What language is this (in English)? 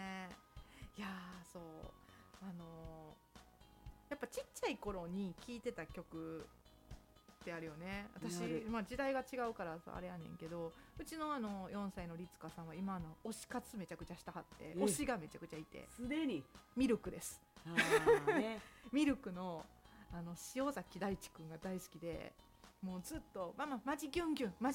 Japanese